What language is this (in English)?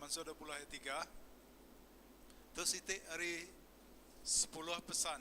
Iban